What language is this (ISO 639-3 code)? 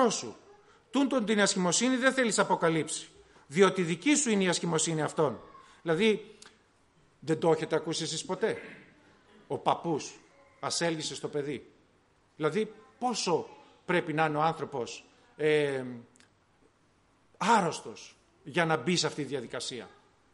ell